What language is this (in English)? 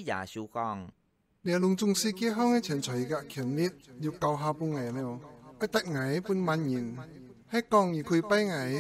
Hakka Chinese